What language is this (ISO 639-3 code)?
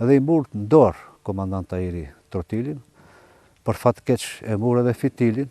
sqi